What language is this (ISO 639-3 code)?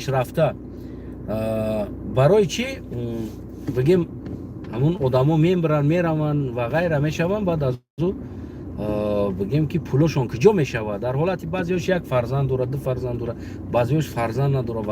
tgk